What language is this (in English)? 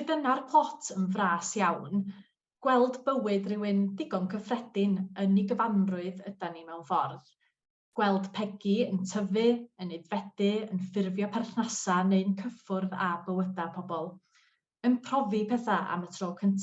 Welsh